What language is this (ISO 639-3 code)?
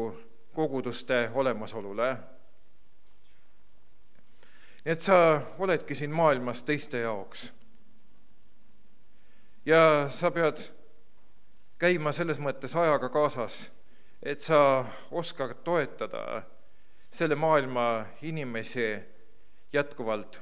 est